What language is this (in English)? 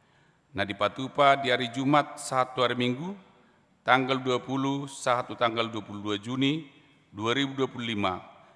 Batak Toba